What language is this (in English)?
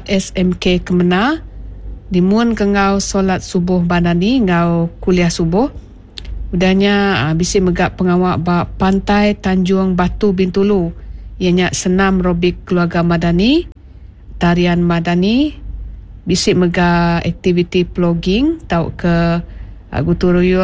Iban